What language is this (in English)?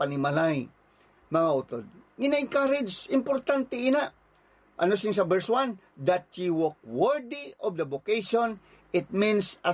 Hiligaynon